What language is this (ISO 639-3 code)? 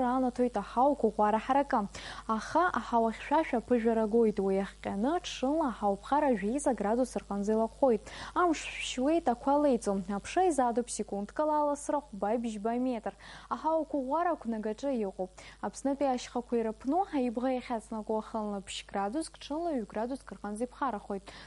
abk